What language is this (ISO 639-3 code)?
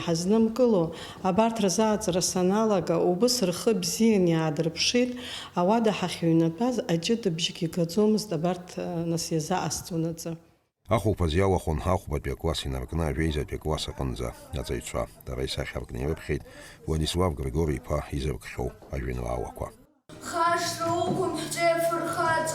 abk